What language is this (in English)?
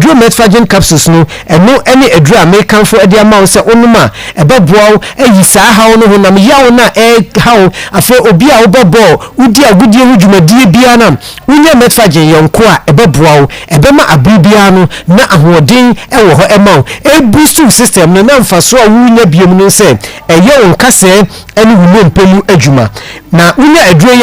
Akan